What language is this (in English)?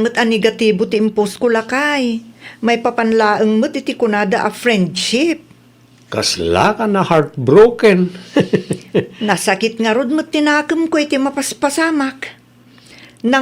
Iloko